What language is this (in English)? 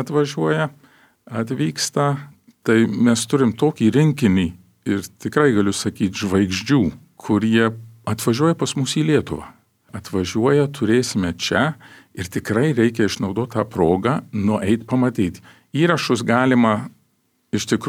Lithuanian